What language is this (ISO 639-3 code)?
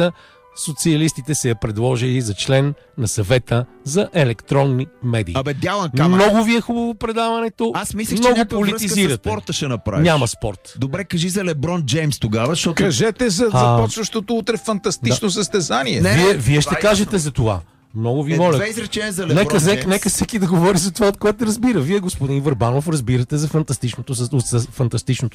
bul